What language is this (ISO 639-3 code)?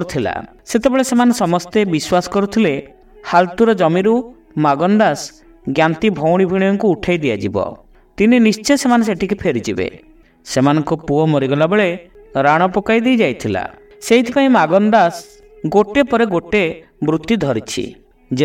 ori